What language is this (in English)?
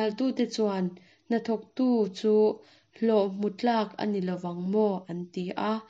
Mizo